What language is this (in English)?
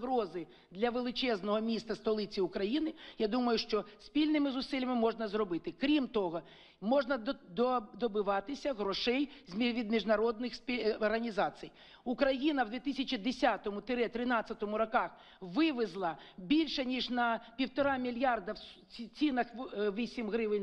Ukrainian